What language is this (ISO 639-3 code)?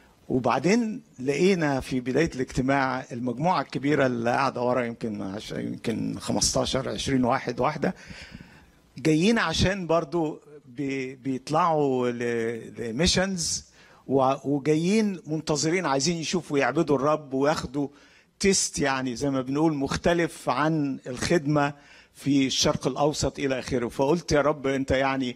arz